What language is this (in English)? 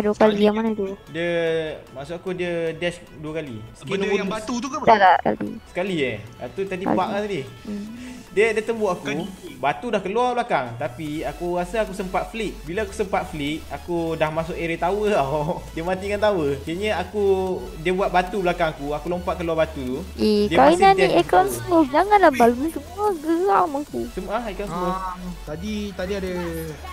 Malay